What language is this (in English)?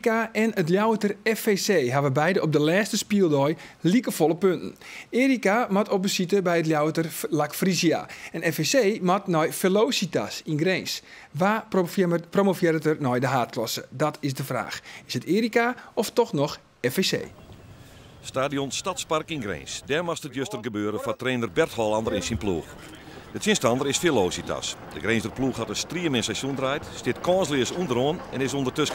Western Frisian